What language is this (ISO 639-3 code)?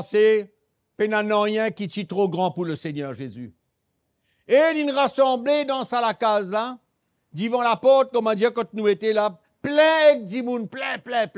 mfe